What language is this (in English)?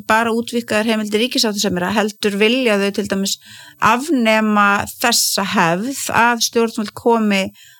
Icelandic